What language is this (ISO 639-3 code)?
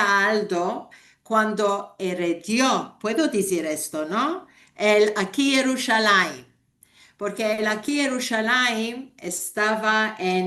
lad